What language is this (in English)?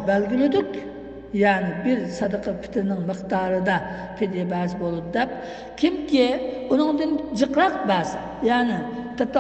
Uyghur